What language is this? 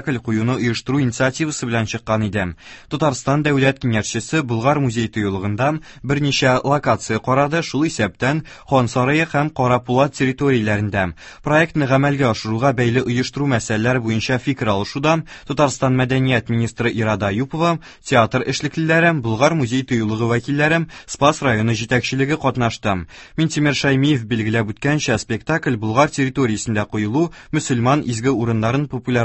Tatar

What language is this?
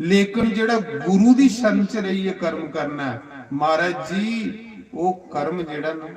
Dogri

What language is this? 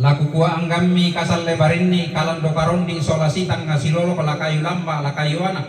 Toraja-Sa'dan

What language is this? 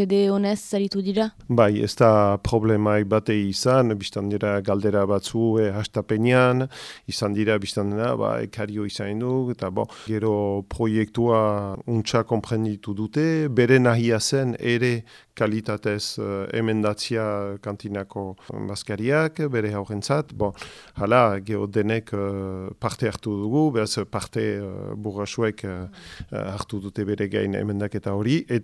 Basque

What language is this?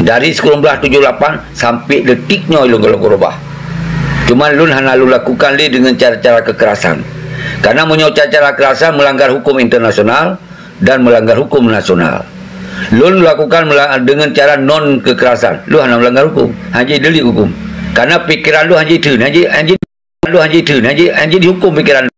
Achinese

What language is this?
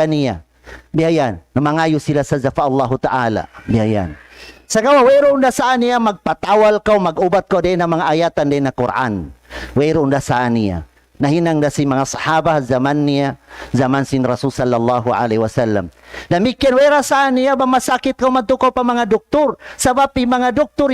Tausug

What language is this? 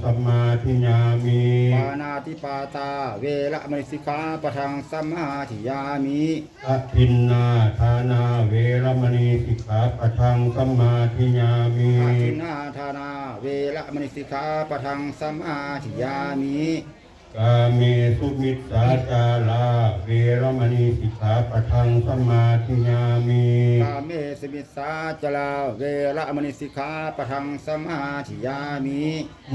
Pali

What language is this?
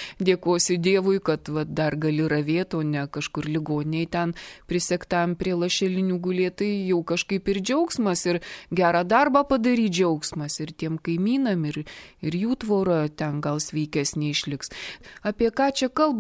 Lithuanian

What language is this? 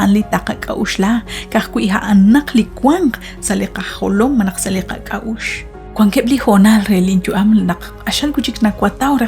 Kekchí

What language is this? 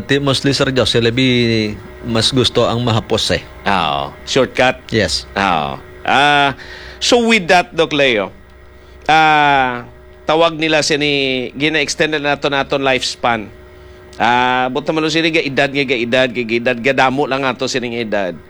Hiligaynon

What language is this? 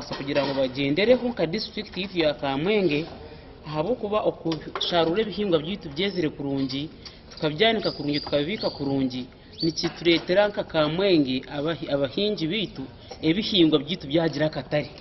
Nyankole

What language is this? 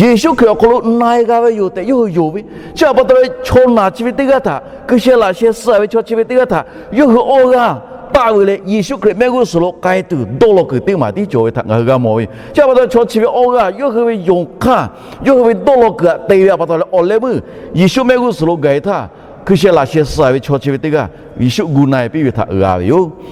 Lahu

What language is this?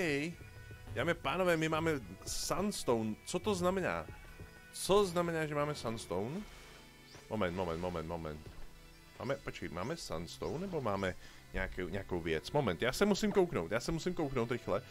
Czech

